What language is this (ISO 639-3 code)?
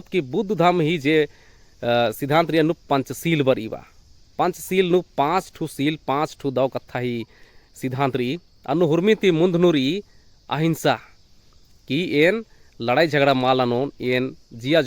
kru